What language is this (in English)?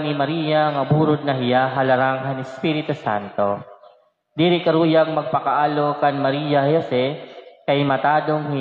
Waray